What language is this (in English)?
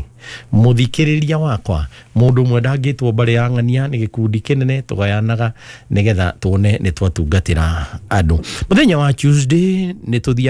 Kikuyu